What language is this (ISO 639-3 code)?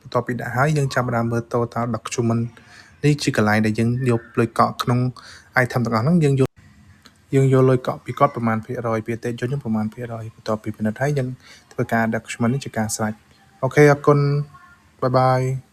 khm